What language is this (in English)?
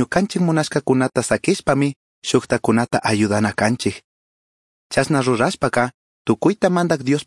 Chimborazo Highland Quichua